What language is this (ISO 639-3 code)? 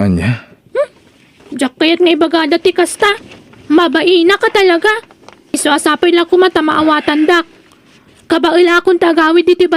ilo